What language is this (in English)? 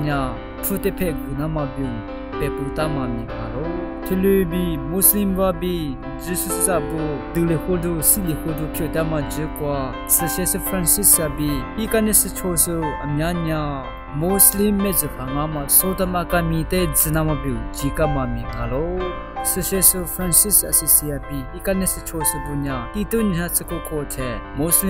Lisu